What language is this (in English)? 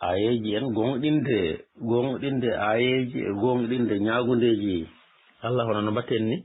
Fula